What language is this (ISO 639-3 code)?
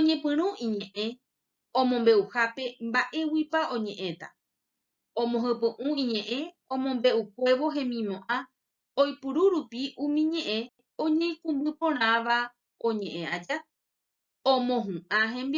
grn